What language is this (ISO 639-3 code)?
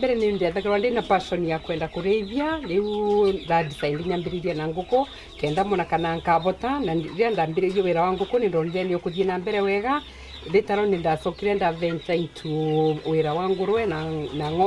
mer